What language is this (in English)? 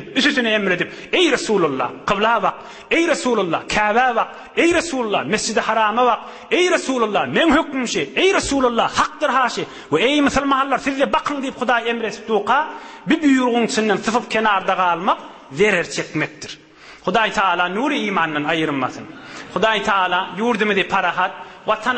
Turkmen